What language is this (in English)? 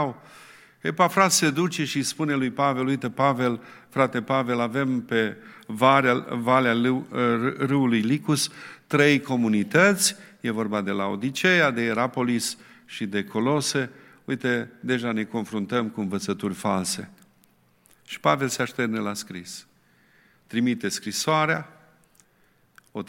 Romanian